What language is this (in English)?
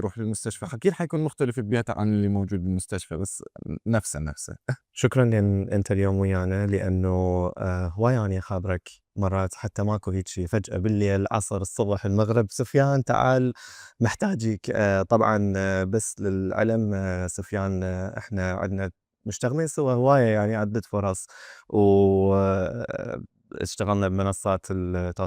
Mesopotamian Arabic